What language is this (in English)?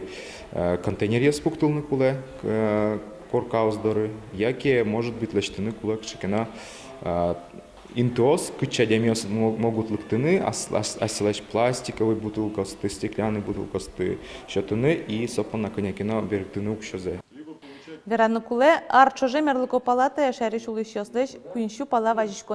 Udmurt